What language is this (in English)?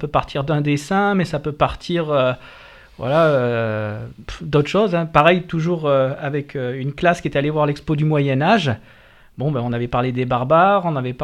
French